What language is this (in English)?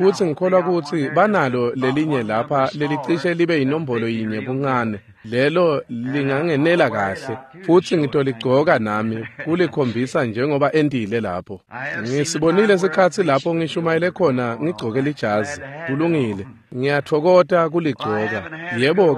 Swati